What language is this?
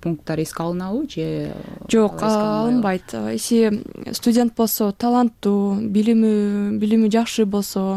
Kyrgyz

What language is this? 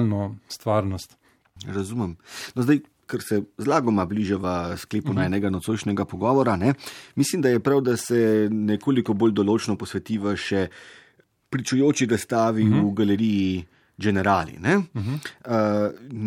Slovenian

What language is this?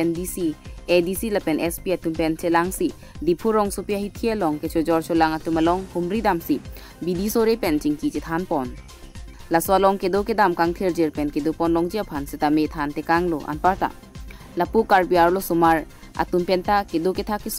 Karbi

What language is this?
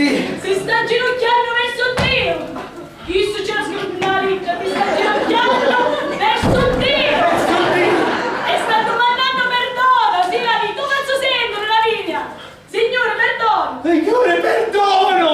Sicilian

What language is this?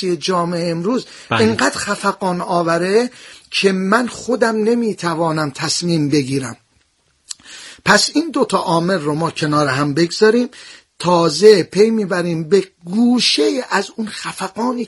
Persian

